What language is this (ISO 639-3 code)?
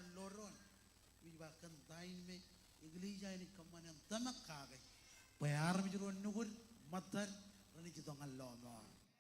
mah